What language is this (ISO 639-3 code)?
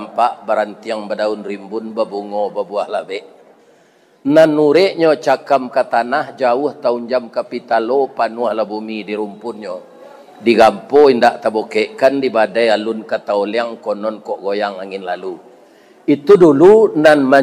min